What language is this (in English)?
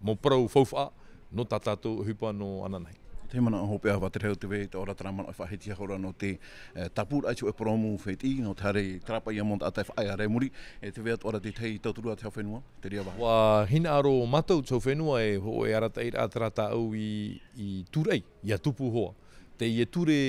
Tahitian